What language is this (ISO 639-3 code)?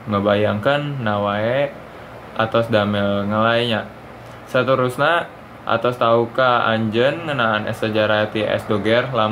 sun